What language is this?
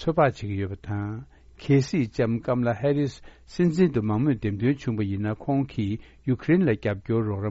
Tibetan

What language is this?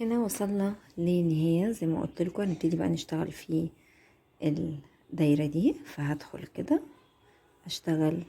Egyptian Arabic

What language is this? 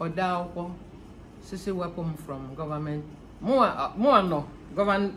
Igbo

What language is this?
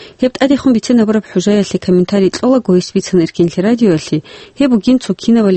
Avaric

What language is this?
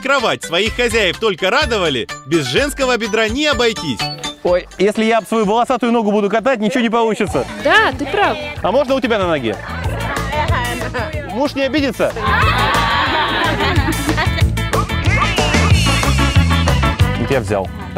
Russian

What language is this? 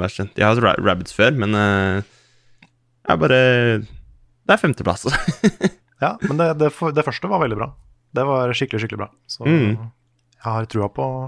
Norwegian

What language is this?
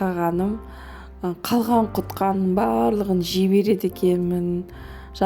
Kazakh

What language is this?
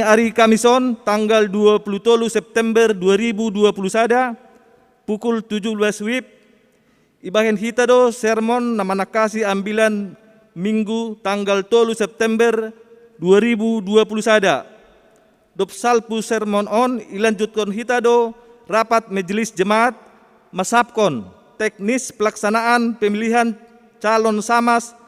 Batak Simalungun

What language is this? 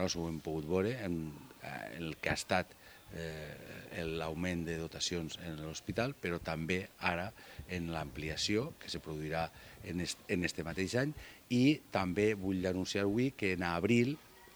Catalan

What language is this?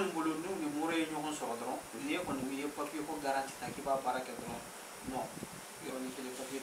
Bambara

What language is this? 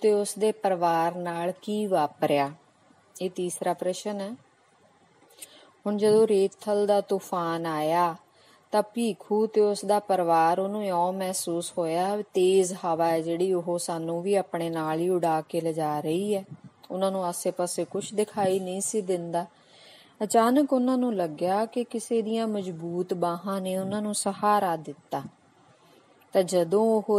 Punjabi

